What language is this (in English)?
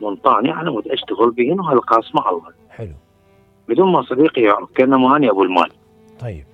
Mesopotamian Arabic